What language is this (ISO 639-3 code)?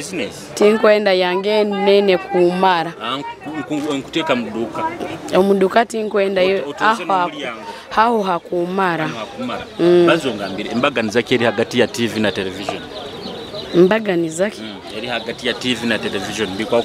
nyo